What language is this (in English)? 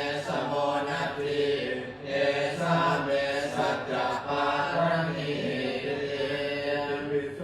Pali